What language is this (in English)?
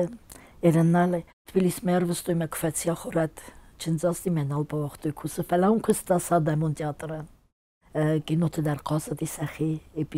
Ossetic